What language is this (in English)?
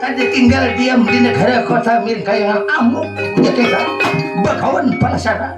Banjar